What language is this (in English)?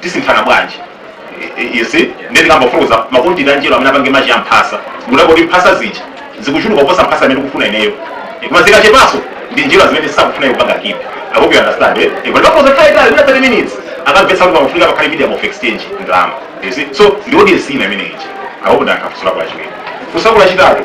Nyanja